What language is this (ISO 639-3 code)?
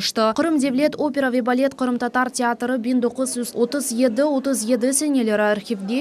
crh